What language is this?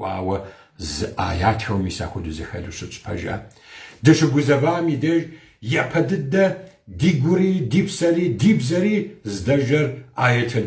Kabardian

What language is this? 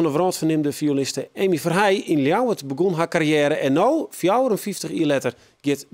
Western Frisian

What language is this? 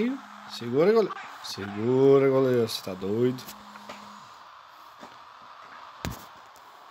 Portuguese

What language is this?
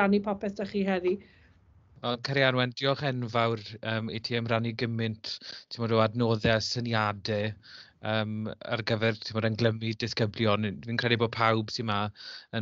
Welsh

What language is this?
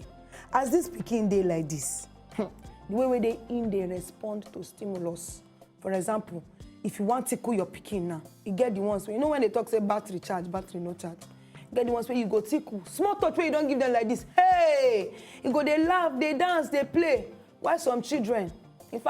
Nigerian Pidgin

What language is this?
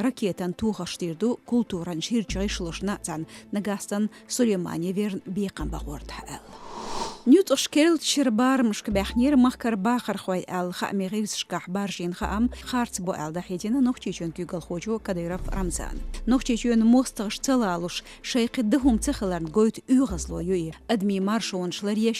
Chechen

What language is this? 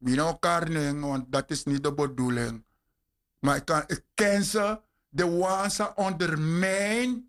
Sranan Tongo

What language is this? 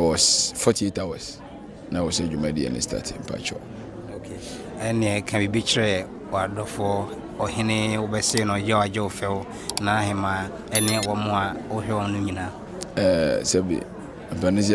Akan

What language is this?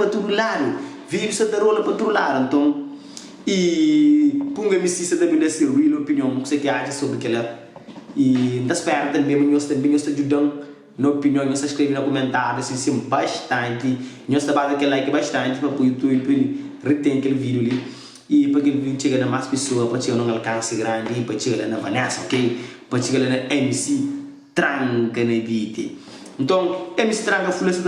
Kabuverdianu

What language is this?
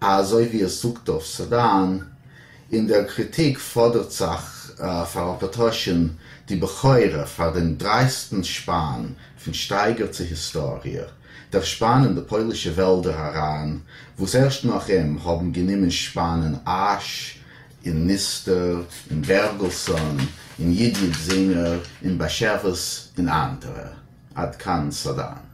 Yiddish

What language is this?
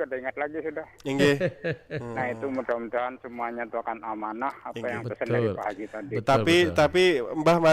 Banjar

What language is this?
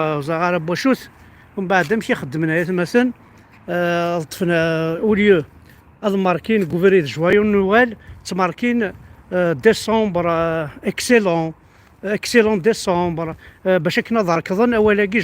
Kabyle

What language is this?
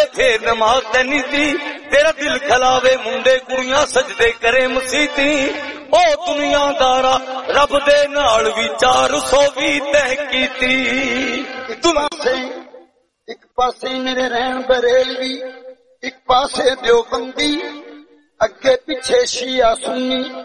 Punjabi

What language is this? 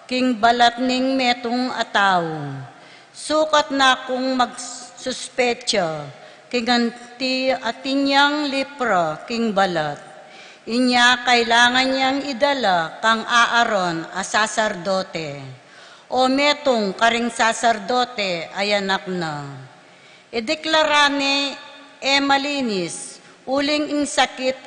Pampanga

